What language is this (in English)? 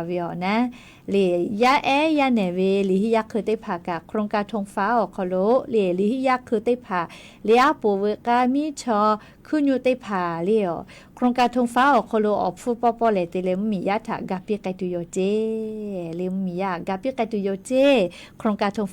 Lahu